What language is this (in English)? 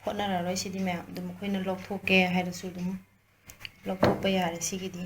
Manipuri